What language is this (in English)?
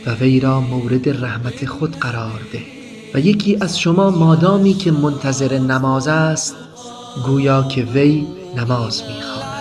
Tajik